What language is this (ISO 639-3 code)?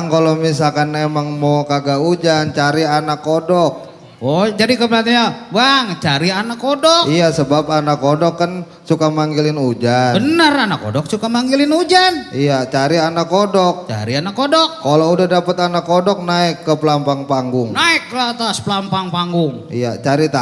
bew